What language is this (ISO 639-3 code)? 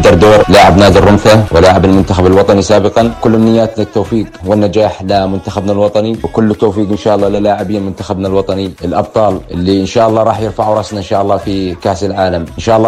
apc